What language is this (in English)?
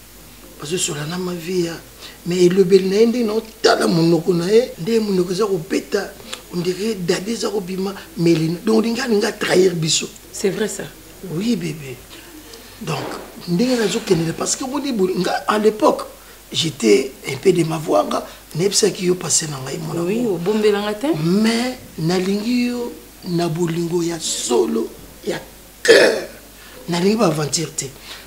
Lingala